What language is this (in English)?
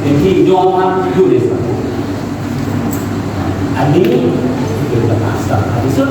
Lao